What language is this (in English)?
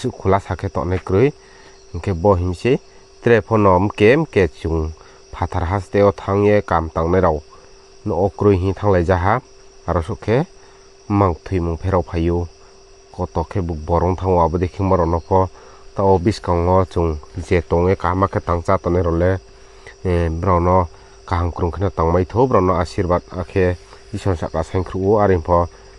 Riang (India)